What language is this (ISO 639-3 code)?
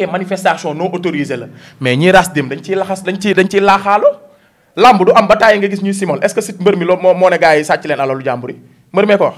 wol